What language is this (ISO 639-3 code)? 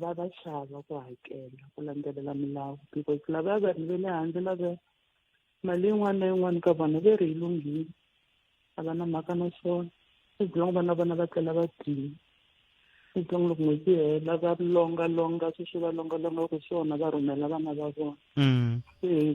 tso